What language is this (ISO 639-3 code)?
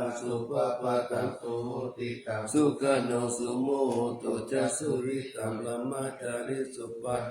pli